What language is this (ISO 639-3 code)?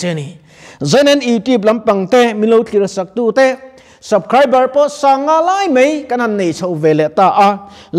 lus